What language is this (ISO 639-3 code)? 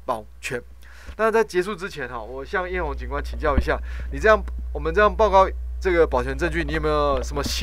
zho